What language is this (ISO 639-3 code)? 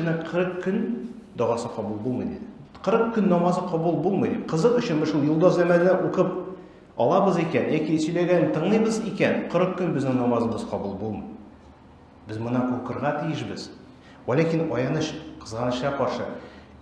tat